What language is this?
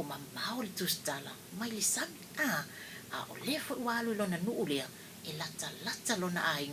Samoan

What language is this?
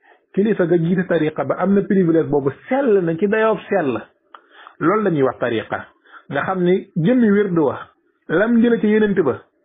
Wolof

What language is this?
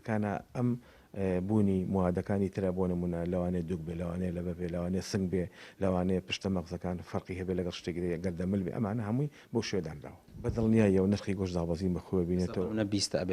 Central Kurdish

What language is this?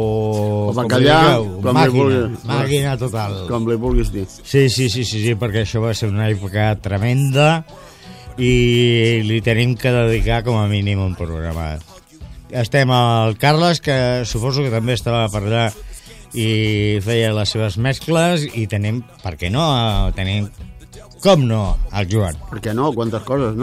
Catalan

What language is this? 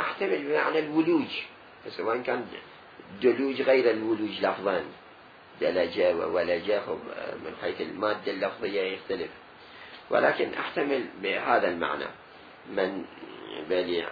Mesopotamian Arabic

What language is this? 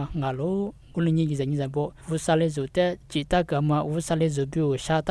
Lisu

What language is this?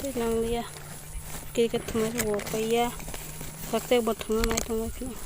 Kok Borok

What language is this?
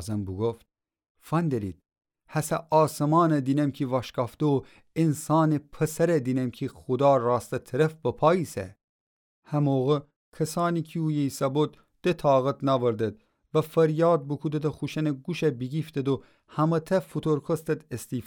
Gilaki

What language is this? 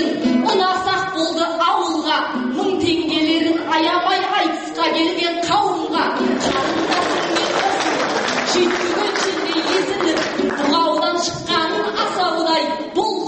Kazakh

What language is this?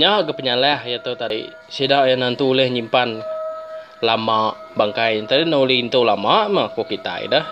Iban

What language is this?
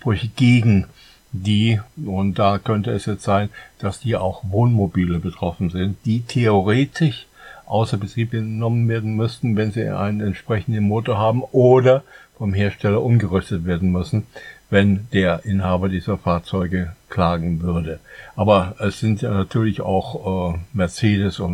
German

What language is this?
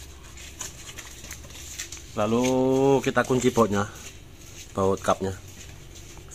Indonesian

